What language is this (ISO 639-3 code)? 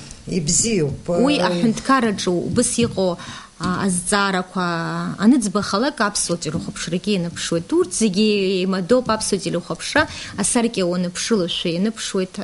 abk